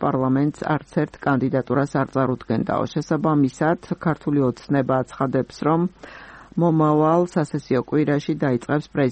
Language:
Georgian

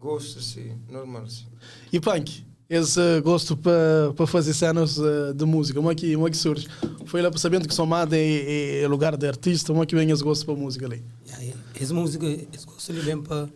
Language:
Kabuverdianu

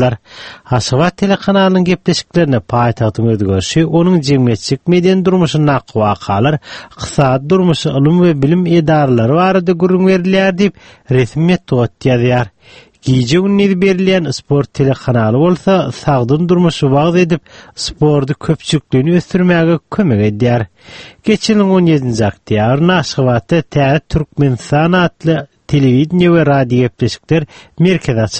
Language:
Turkmen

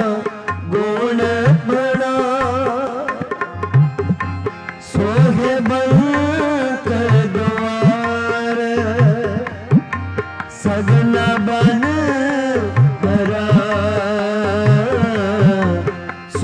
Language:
Punjabi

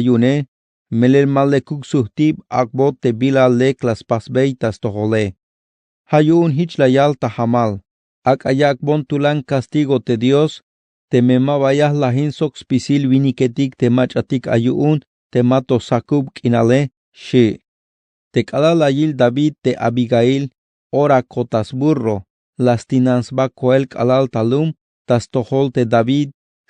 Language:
Tzeltal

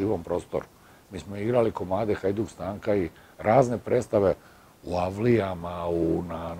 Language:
Serbian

